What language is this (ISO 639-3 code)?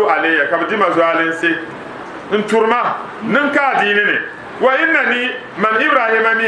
dag